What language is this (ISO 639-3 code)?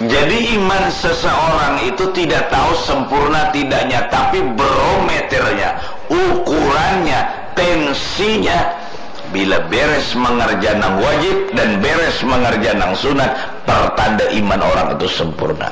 bjn